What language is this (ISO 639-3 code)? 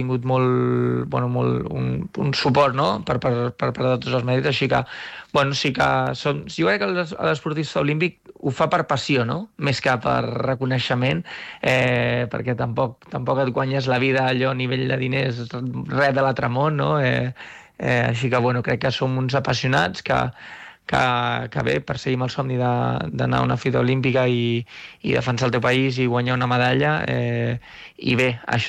cat